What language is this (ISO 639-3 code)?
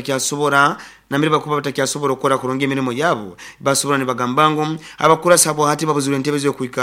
nyo